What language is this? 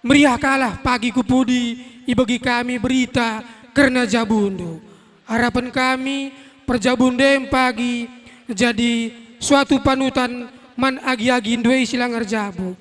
Batak Karo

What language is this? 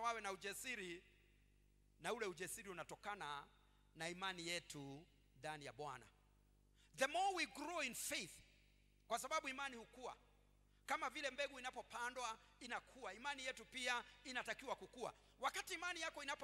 Swahili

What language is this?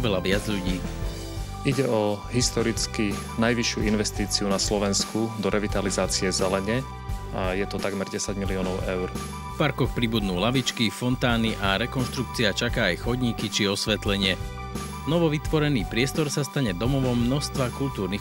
Slovak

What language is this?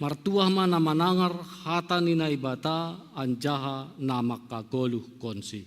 Batak Simalungun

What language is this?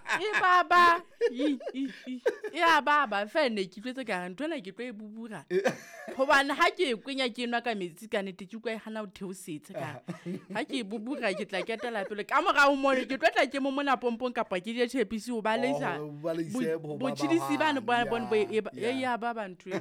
Southern Sotho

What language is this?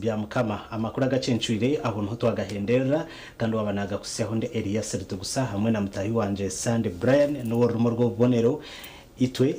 Nyankole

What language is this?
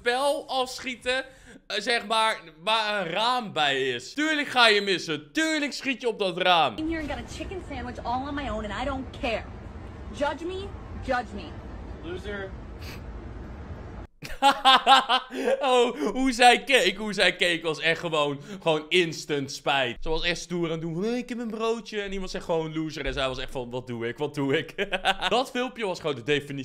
Dutch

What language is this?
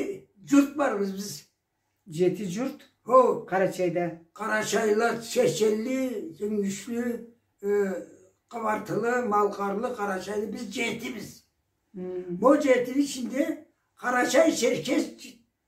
Karachay-Balkar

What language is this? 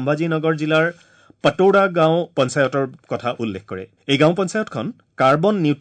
Assamese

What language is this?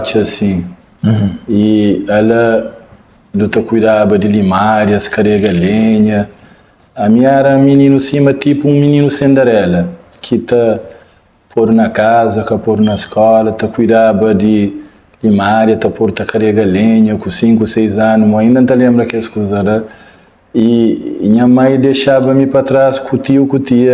Kabuverdianu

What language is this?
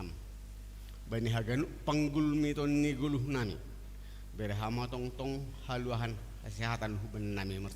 Batak Simalungun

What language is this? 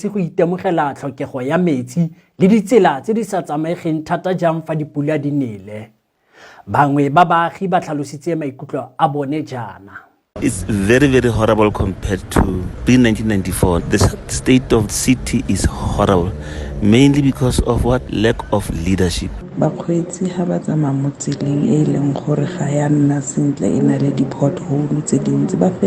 Tswana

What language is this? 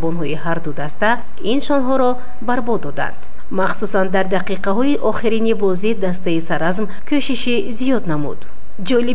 Tajik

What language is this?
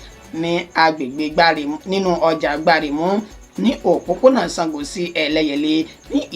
Yoruba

